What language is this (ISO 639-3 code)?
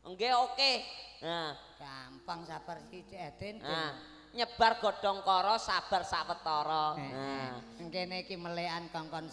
jav